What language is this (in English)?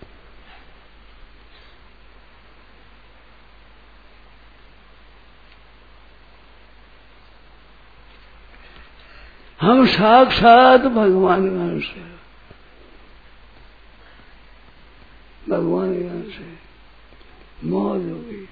Hindi